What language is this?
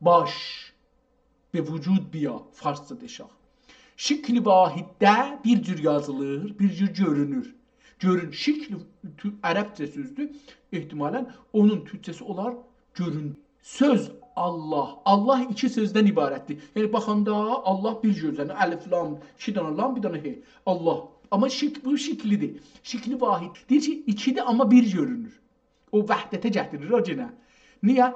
South Azerbaijani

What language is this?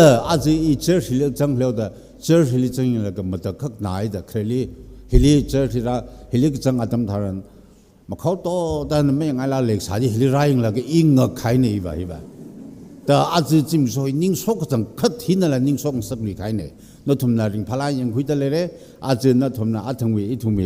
Tangkhul Naga (India)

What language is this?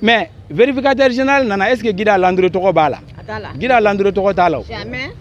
Bambara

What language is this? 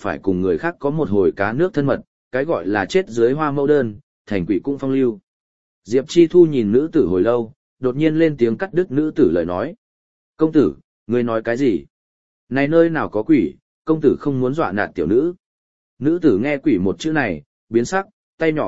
Vietnamese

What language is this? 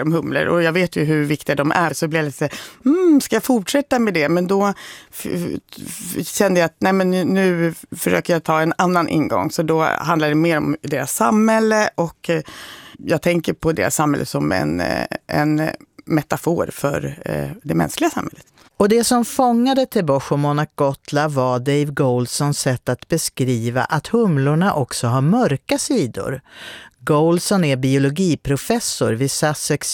Swedish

